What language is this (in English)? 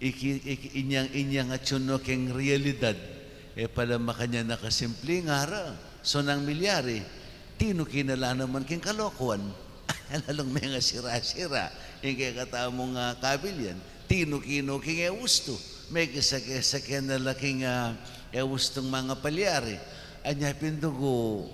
Pampanga